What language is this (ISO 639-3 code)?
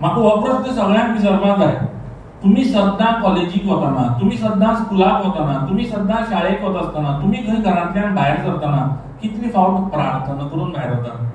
kok